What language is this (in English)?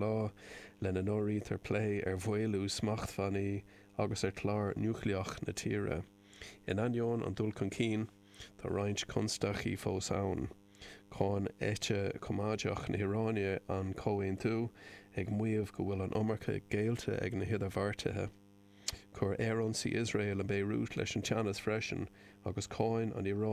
Irish